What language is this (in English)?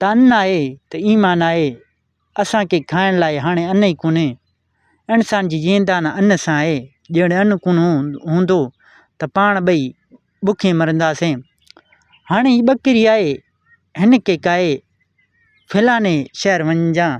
Sindhi